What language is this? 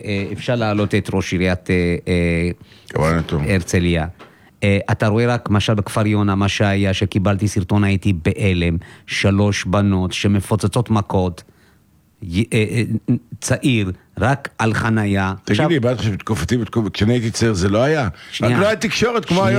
Hebrew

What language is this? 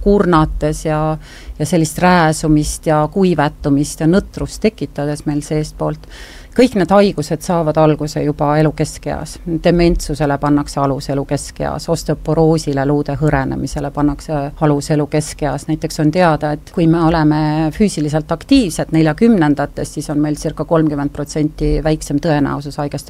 Estonian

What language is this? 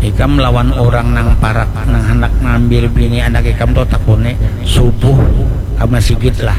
Banjar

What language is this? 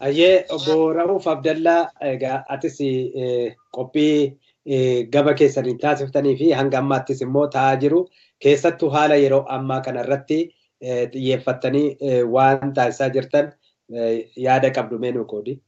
Oromo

